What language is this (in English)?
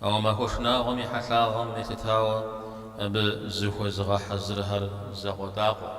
Kabardian